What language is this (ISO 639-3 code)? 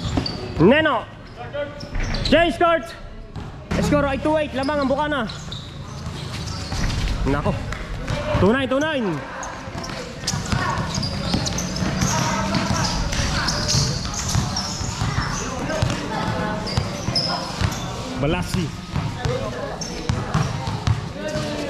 fil